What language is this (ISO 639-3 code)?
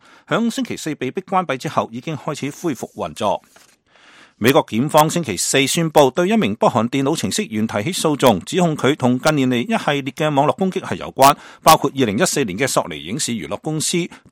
yue